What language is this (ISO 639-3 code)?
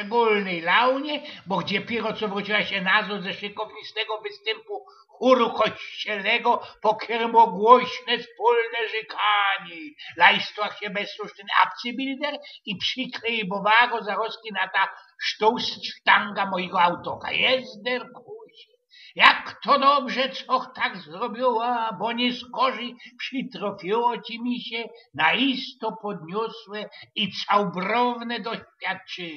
szl